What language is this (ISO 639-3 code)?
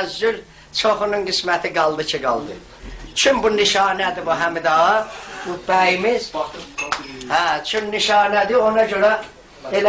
azb